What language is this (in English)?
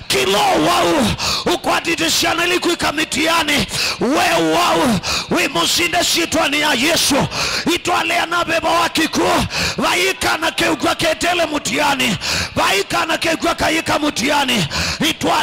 Kamba